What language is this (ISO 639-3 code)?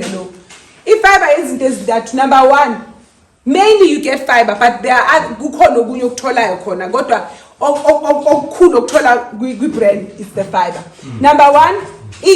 zul